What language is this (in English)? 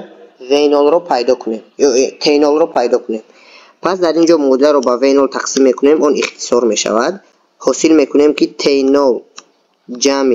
Tajik